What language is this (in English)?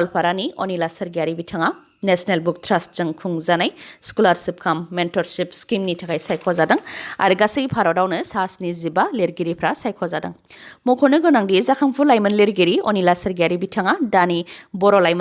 Bodo